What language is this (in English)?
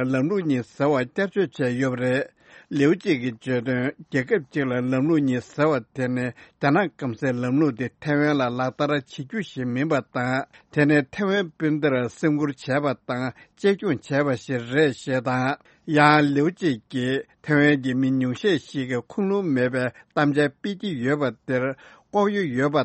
Tibetan